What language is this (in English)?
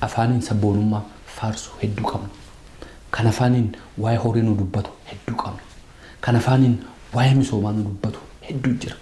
Oromo